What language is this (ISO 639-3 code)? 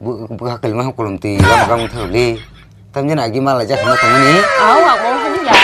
trp